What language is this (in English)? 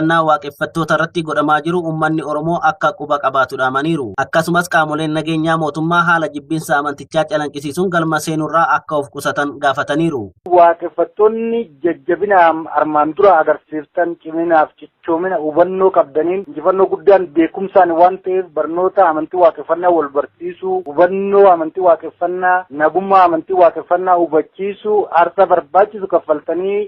Oromo